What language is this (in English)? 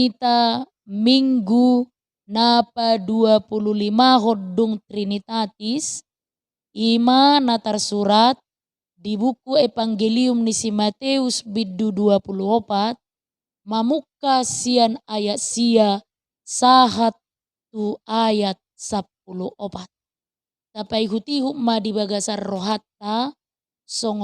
Batak Toba